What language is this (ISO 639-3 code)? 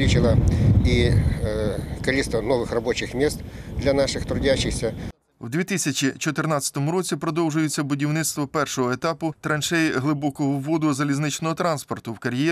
ukr